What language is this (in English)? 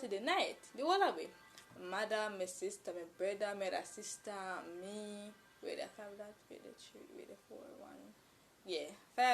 Jamaican Creole English